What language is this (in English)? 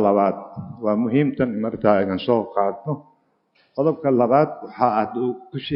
Somali